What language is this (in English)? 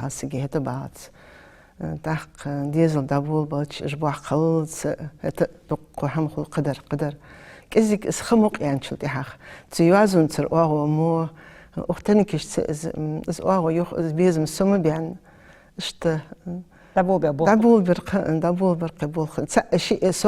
Ingush